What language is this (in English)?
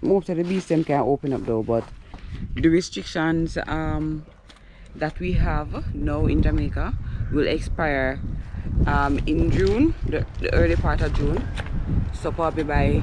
Jamaican Creole English